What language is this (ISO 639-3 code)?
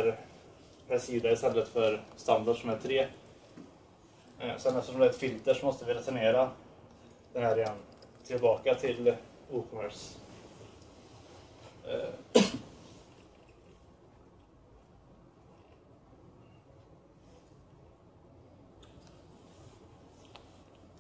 swe